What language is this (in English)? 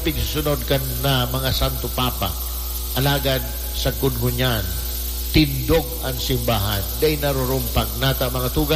Bikol